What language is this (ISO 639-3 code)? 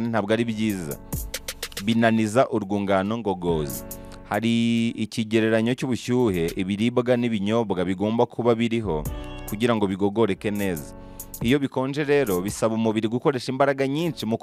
kin